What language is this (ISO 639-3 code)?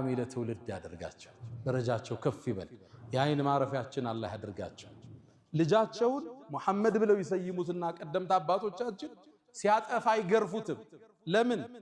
amh